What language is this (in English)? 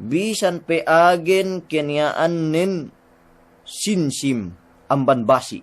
Yakan